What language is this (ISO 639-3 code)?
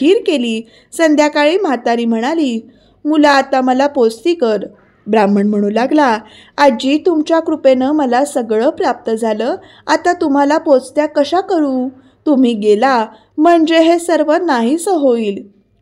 mar